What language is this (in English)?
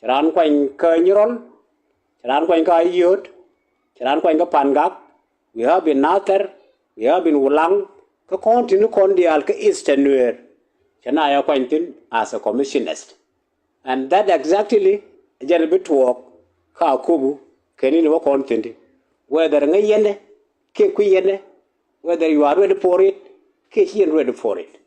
Nuer